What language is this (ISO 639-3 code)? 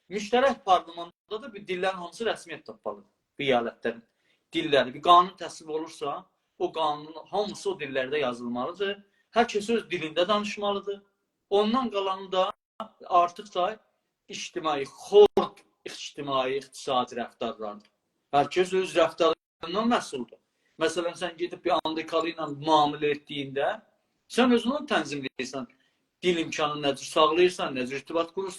azb